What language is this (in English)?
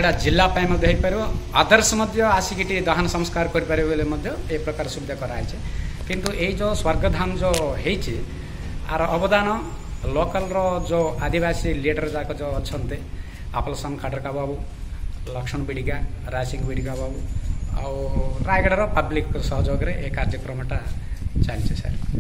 Odia